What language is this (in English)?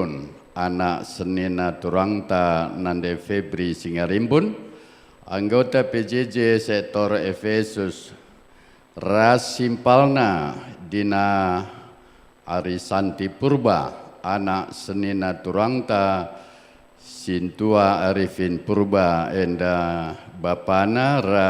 Batak Karo